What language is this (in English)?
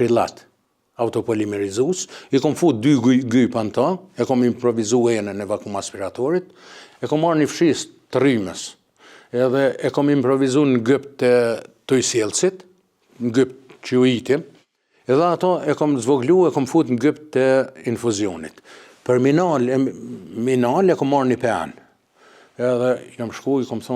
Albanian